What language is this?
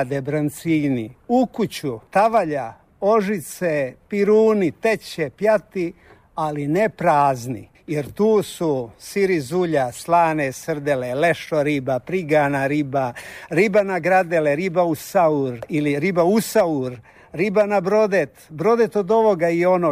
Croatian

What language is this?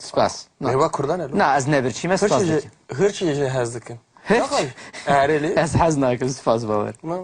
Kurdish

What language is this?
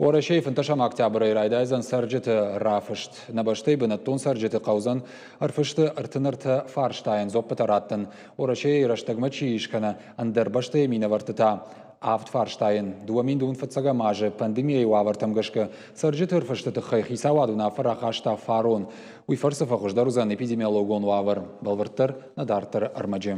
Ossetic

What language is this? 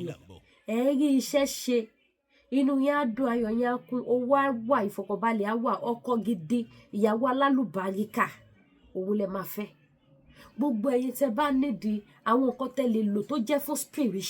Yoruba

